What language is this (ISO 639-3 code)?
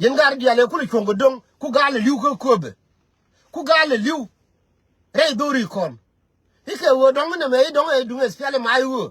nus